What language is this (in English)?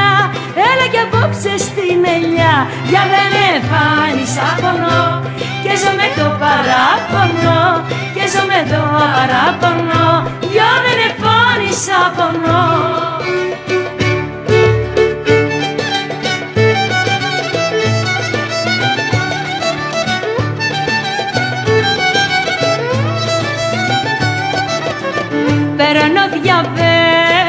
Greek